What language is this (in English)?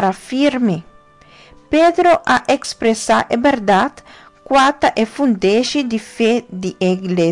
Papiamento